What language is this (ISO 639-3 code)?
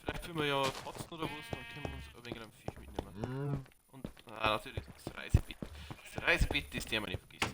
bar